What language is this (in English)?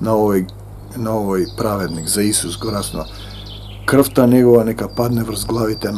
Macedonian